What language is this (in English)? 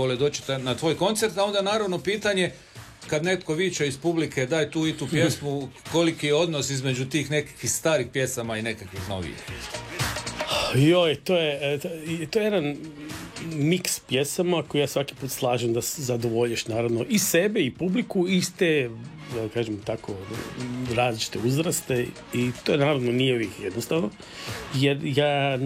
Croatian